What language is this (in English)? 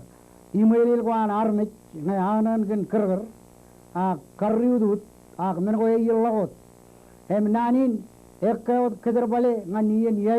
Marshallese